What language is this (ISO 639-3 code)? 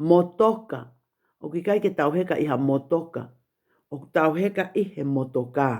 ton